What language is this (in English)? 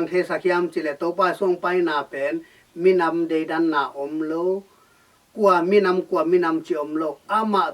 Tedim Chin